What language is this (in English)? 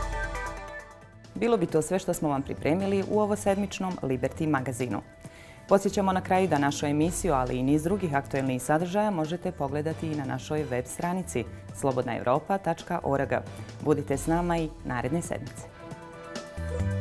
Bosnian